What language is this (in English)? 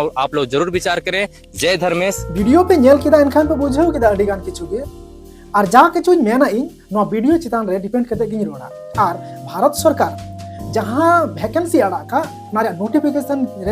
Santali